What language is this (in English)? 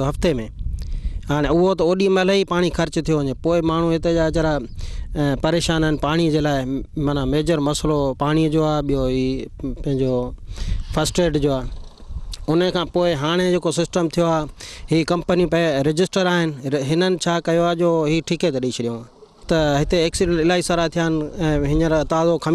Sindhi